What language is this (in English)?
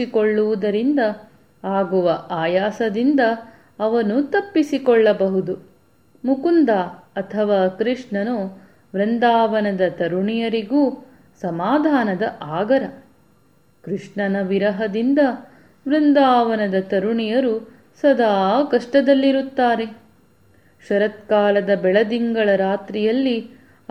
Kannada